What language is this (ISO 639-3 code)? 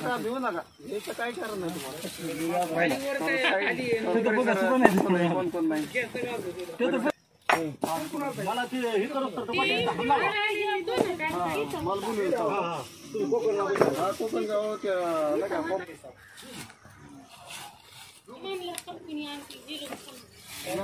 mar